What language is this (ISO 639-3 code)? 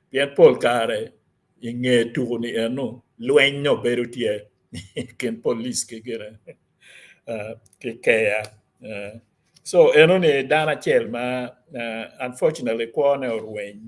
ach